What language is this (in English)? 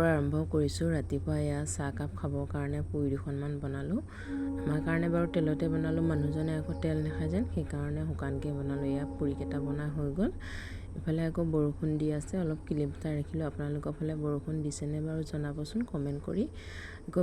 Assamese